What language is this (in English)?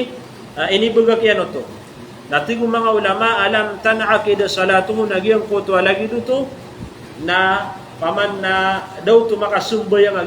Maranao